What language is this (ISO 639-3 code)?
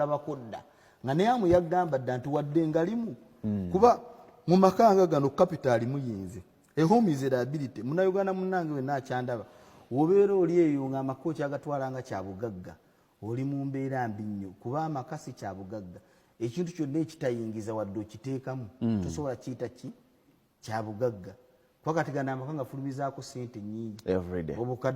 lug